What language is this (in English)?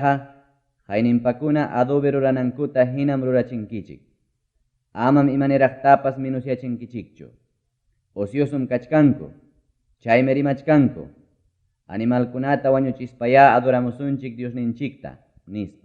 Ayacucho Quechua